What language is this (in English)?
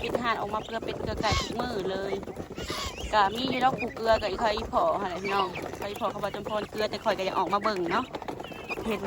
Northeastern Thai